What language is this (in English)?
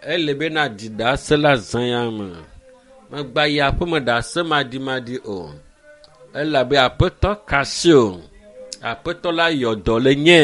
Ewe